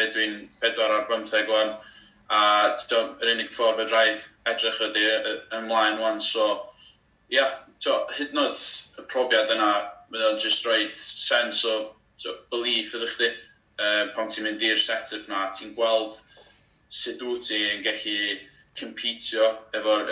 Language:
Welsh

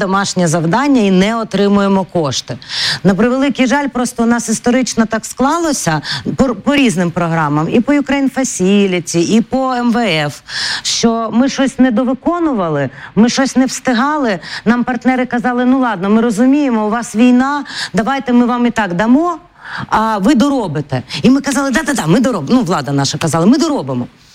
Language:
Ukrainian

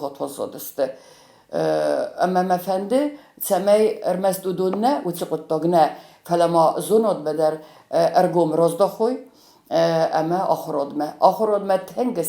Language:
Ossetic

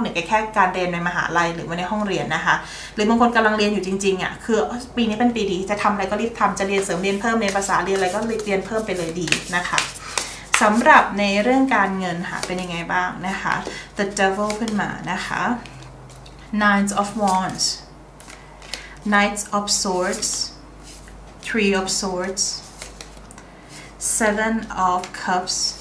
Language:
Thai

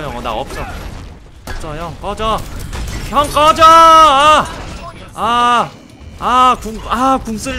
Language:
Korean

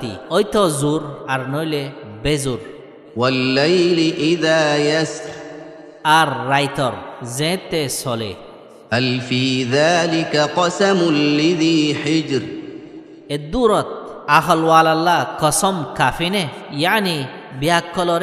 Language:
Rohingya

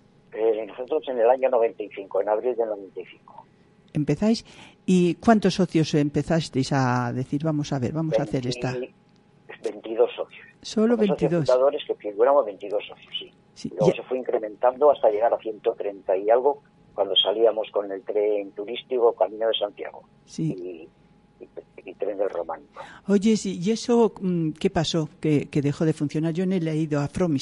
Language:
Spanish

